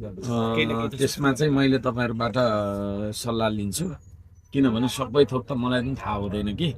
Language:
Nepali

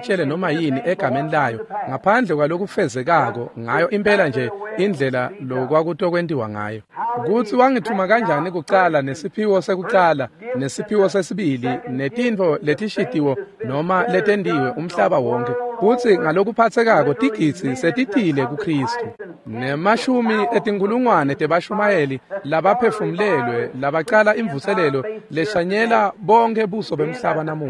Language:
Swati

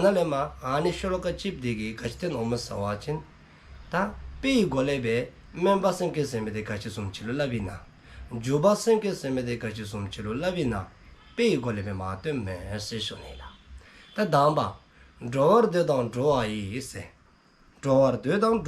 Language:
Dzongkha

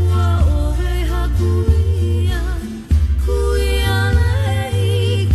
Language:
Hawaiian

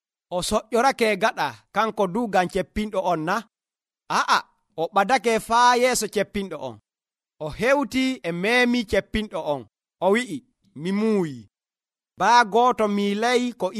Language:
Nigerian Fulfulde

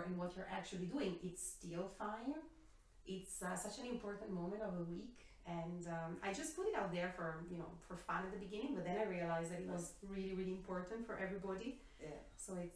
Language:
English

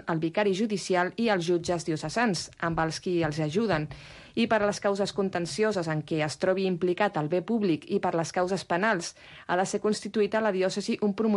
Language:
Catalan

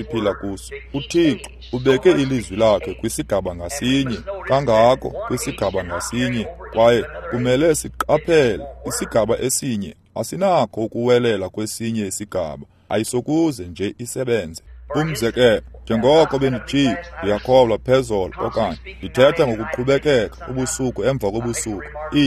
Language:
Xhosa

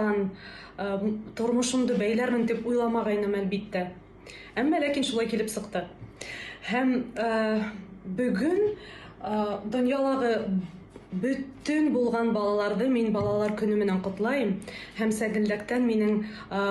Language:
Bashkir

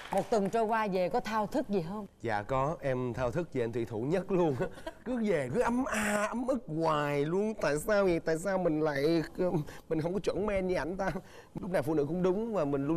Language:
Vietnamese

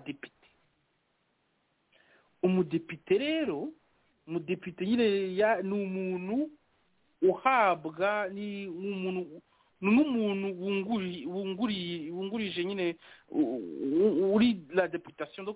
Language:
Kinyarwanda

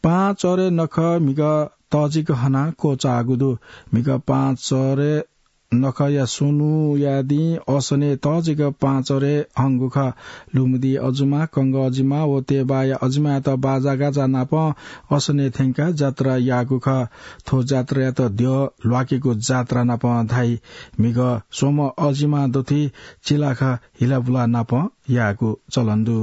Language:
Newari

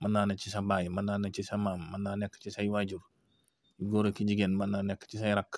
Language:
Wolof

